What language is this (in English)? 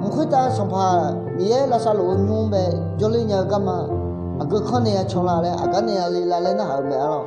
Akha